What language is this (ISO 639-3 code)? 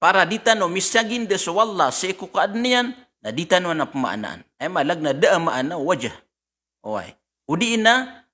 mrw